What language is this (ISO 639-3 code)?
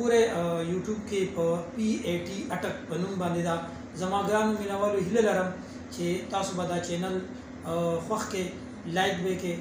pus